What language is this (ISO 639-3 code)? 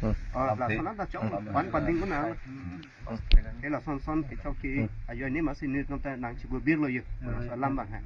mjw